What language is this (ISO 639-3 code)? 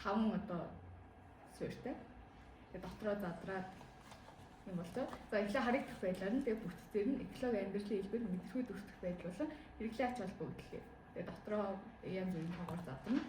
mon